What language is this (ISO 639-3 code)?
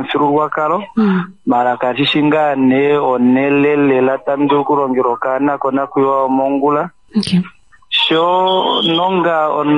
kua